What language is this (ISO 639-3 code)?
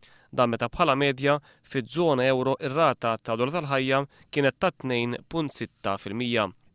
mlt